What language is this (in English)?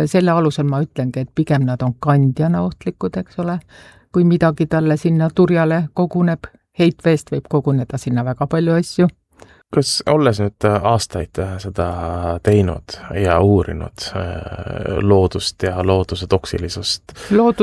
Estonian